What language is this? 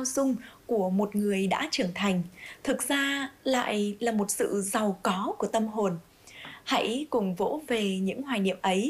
Vietnamese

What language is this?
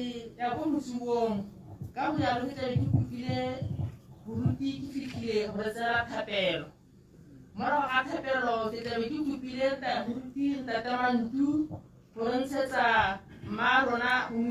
Tswana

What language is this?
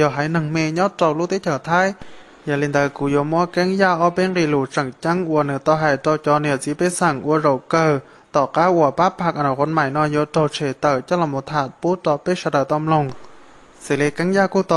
Hmong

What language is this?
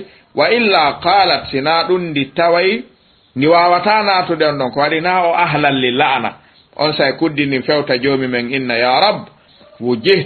Fula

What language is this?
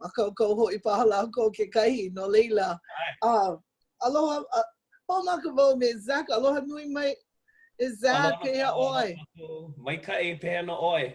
Hawaiian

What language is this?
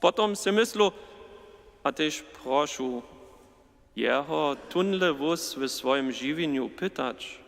Upper Sorbian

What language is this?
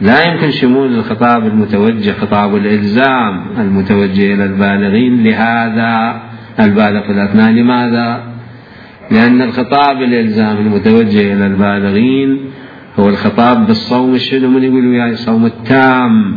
Mesopotamian Arabic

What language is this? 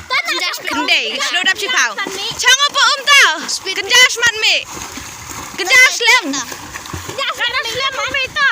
Khasi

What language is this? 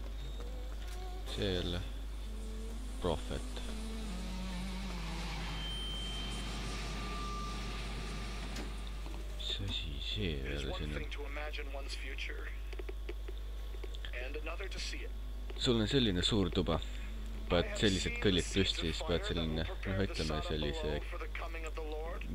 Estonian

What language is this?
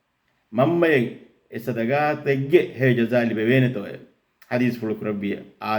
Divehi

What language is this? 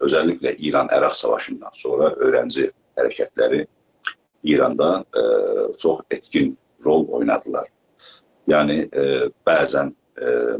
South Azerbaijani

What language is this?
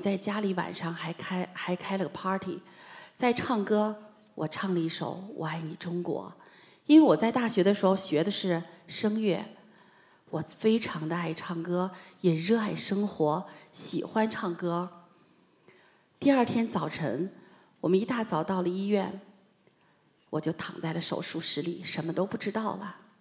Chinese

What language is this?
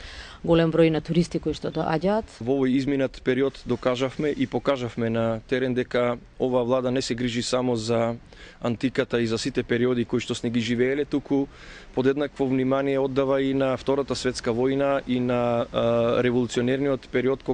Macedonian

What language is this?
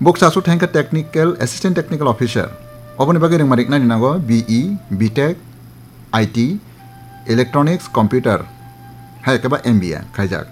Kok Borok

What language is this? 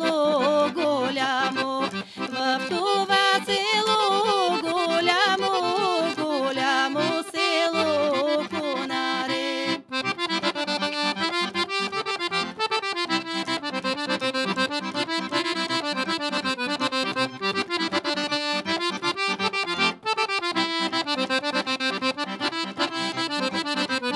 Bulgarian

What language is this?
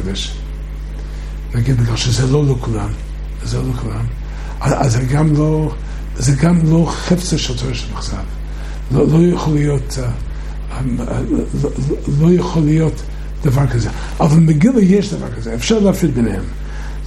Hebrew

